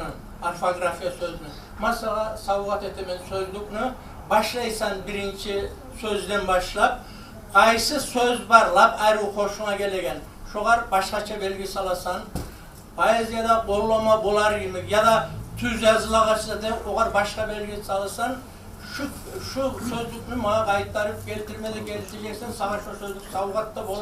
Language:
Kumyk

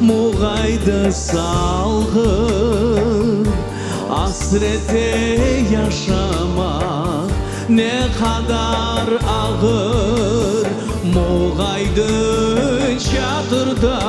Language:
Crimean Tatar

